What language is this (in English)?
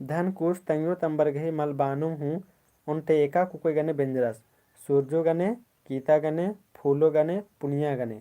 Kurukh